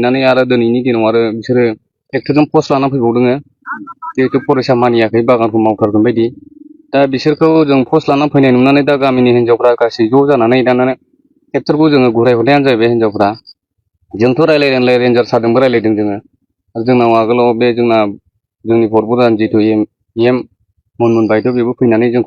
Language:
Bodo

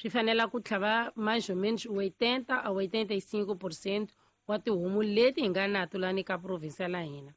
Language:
Tsonga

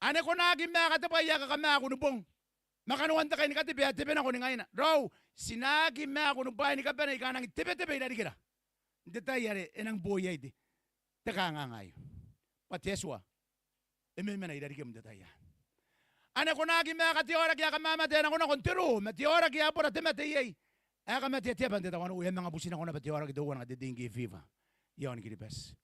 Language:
Gilbertese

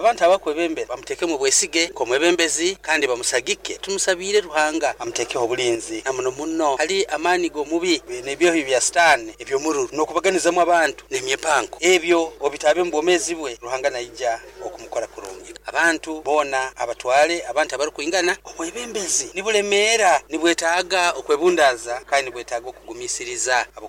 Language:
Nyoro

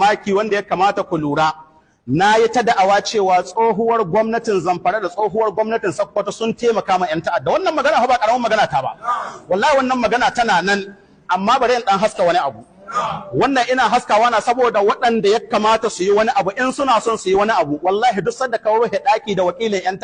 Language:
Hausa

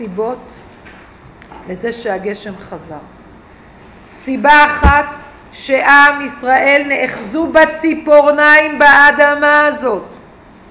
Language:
Hebrew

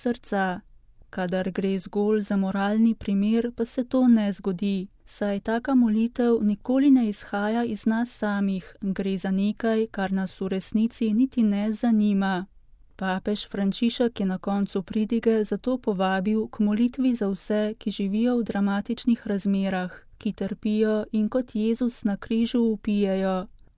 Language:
Slovenian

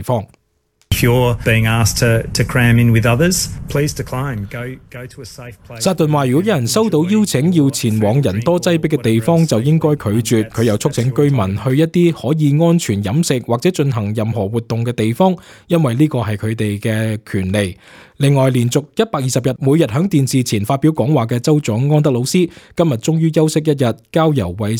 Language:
Cantonese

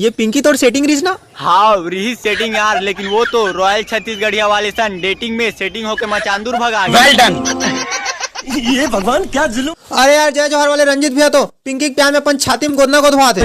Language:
Chhattisgarhi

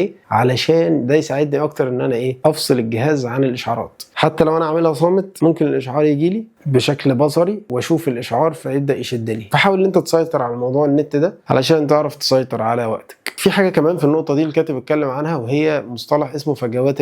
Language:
Egyptian Arabic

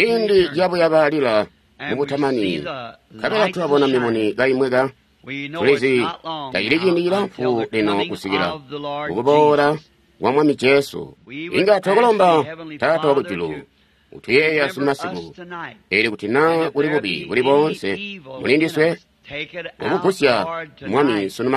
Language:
Tonga (Zambia)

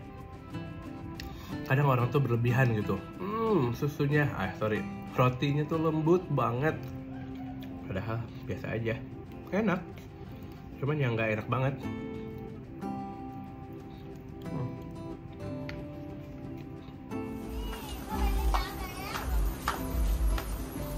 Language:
Indonesian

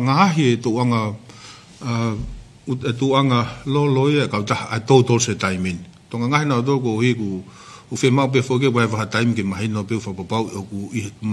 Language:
Tongan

